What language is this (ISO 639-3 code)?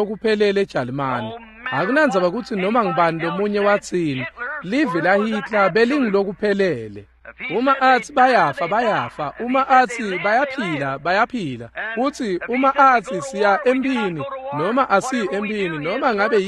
ssw